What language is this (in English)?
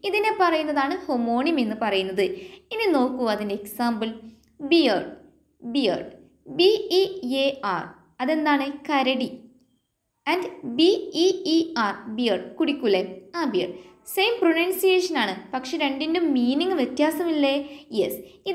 Malayalam